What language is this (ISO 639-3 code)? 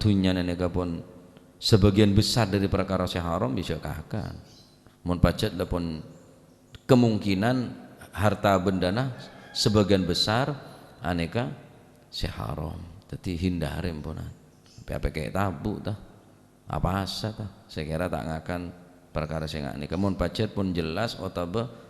mad